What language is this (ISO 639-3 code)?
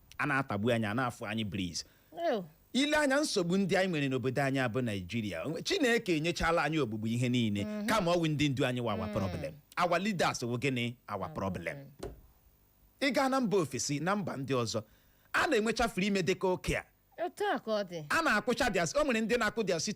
ibo